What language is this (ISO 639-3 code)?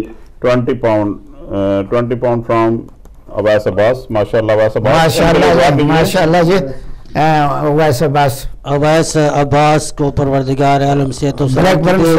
urd